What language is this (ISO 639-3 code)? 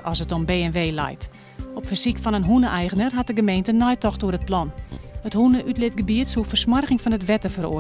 fry